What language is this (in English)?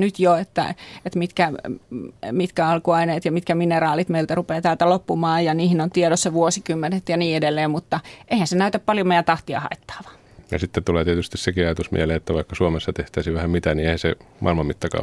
Finnish